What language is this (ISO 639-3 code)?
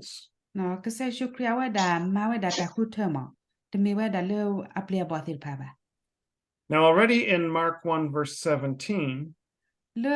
ksw